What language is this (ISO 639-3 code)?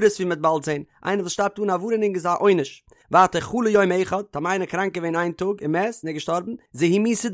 yid